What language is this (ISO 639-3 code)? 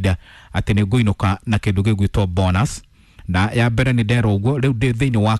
kik